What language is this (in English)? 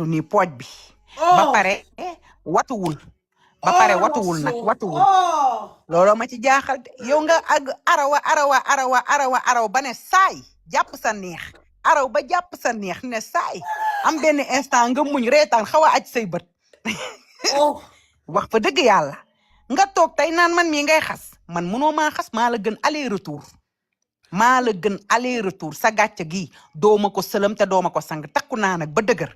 Wolof